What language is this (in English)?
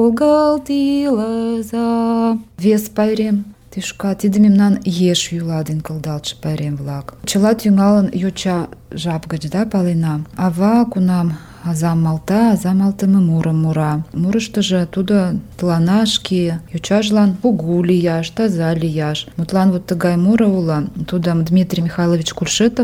Mari